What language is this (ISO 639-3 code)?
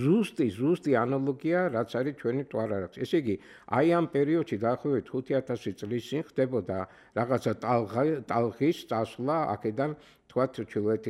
kat